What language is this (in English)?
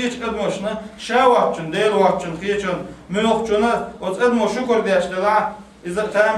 Chechen